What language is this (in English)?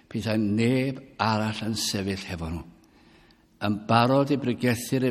Welsh